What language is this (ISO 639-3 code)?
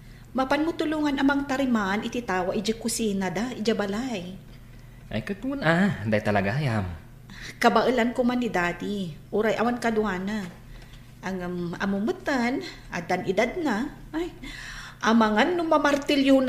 ilo